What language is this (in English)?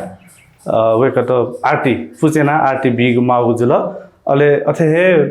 Newari